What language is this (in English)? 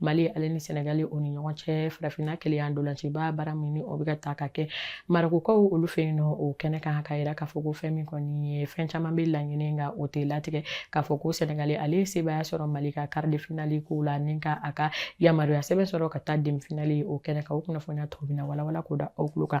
Bambara